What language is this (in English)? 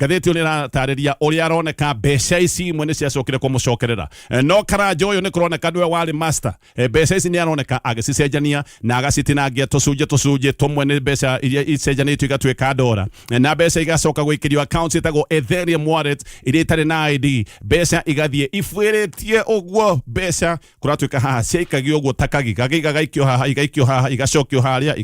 Kikuyu